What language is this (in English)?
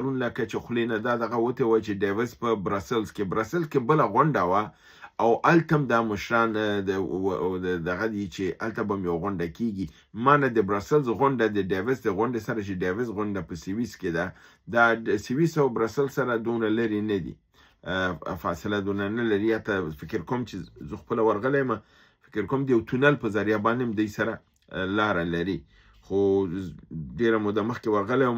Pashto